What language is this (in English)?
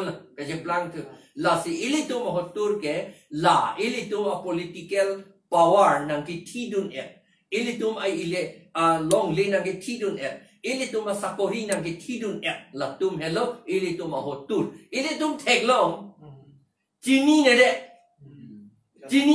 Karbi